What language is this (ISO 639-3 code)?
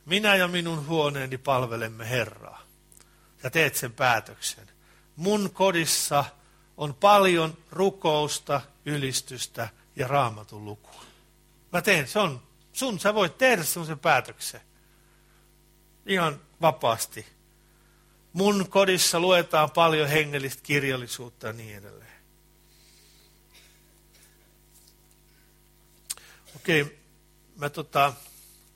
fin